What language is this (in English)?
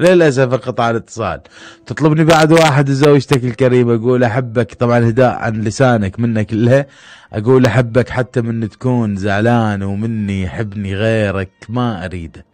Mesopotamian Arabic